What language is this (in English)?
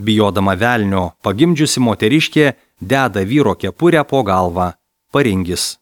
Lithuanian